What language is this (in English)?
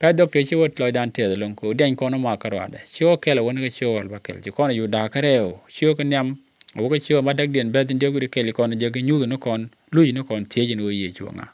Nuer